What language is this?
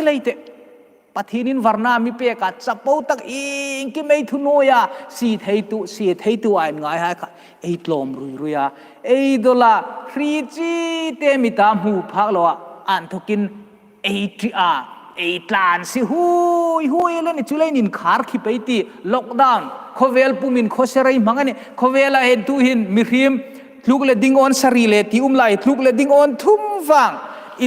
Hmar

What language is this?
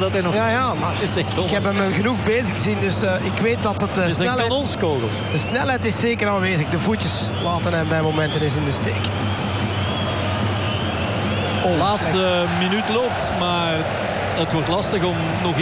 Dutch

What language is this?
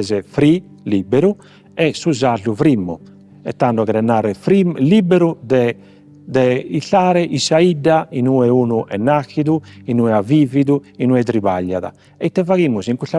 Sardinian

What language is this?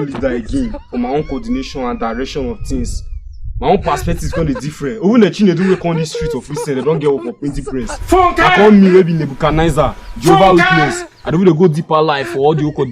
Nigerian Pidgin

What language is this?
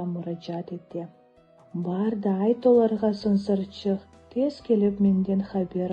Crimean Tatar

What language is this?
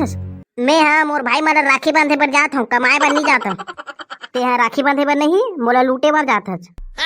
Chhattisgarhi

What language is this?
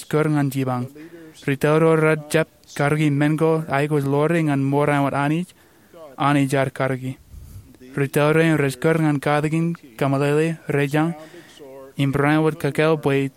Marshallese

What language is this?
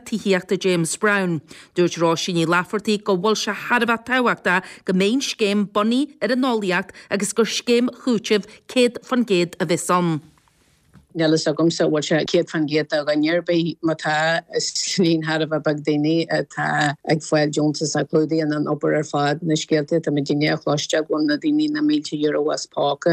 Irish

